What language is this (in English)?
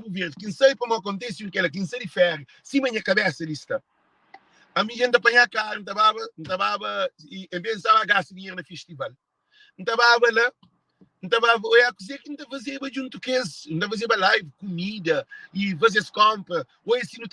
Kabuverdianu